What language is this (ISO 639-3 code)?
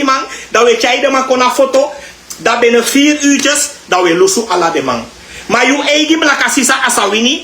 srn